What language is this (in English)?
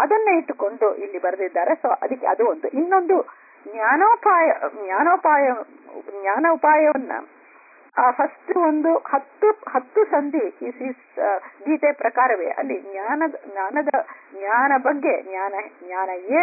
Kannada